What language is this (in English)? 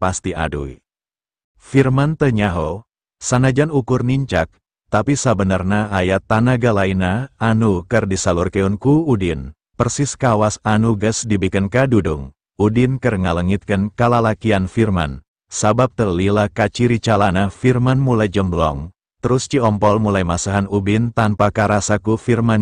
Sundanese